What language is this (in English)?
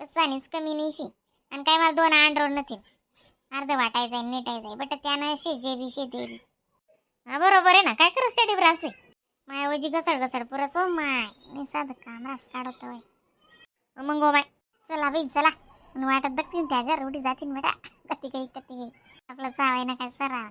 Khandesi